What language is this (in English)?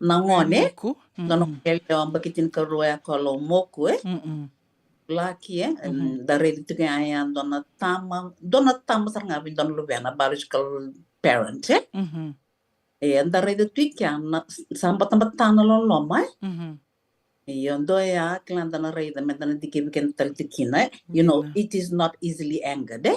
Fijian